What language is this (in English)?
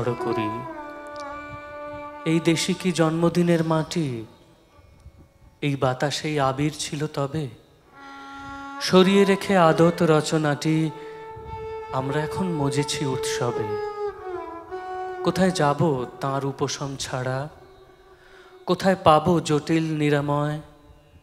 Bangla